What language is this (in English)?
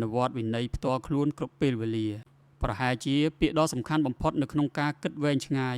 Khmer